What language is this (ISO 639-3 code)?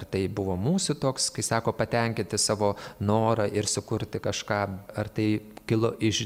lit